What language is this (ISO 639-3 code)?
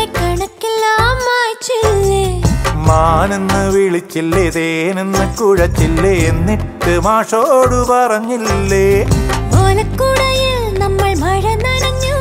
mal